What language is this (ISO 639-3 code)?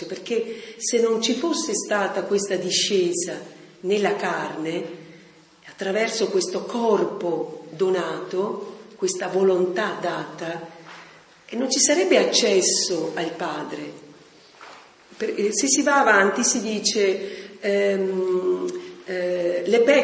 ita